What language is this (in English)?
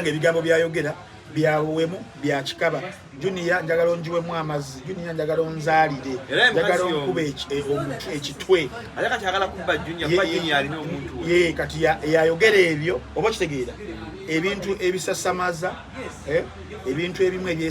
Ganda